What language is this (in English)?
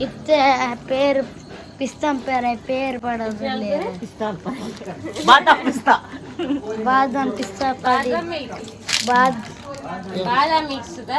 Tulu